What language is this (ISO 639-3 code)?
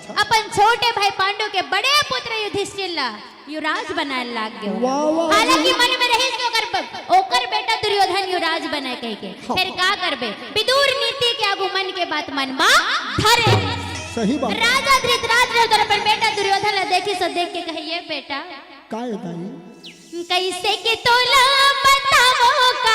hne